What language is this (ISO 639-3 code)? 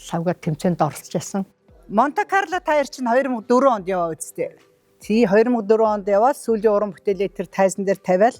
mon